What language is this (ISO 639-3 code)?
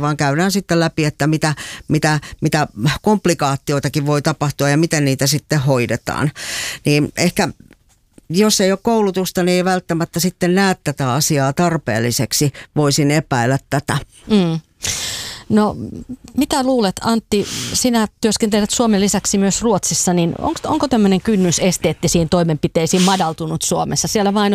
fin